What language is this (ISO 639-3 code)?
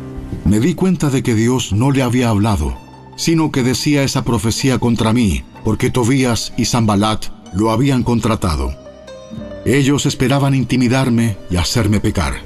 spa